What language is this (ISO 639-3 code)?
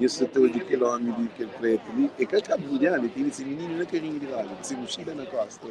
kea